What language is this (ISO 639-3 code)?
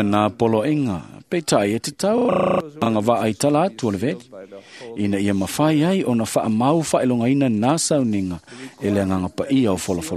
smo